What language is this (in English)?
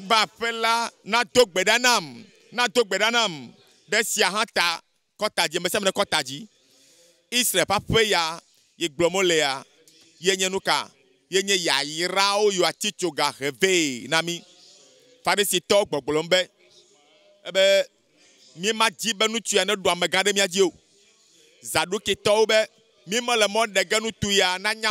Ewe